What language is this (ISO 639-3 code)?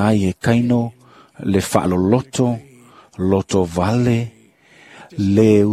smo